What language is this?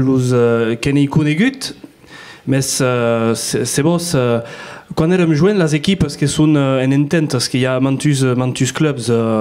Occitan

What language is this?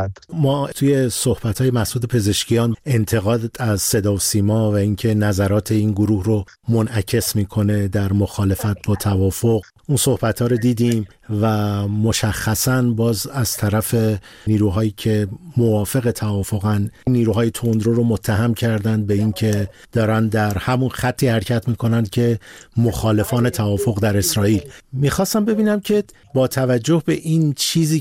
Persian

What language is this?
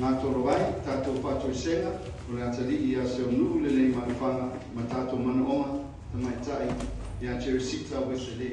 Samoan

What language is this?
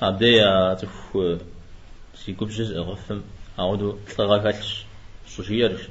Kabardian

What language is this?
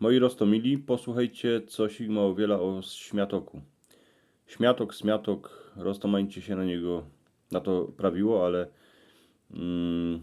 Silesian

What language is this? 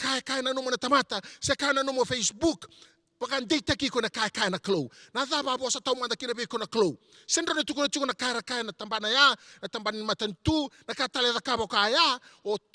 Fijian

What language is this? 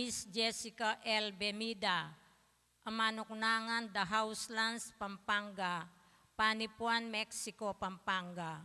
Pampanga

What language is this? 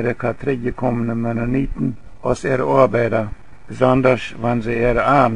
Plautdietsch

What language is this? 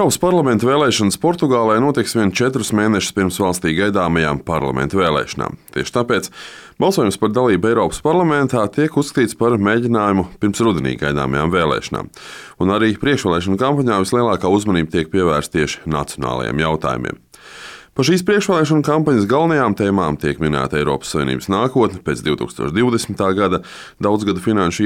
Latvian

